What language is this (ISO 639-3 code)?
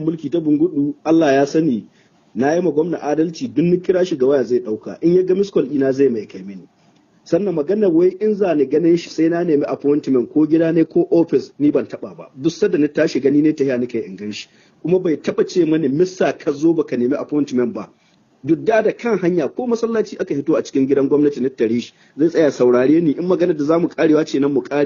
hau